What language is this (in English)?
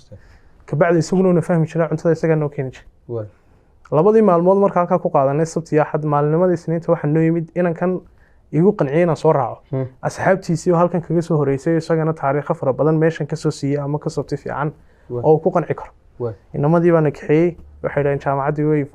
Somali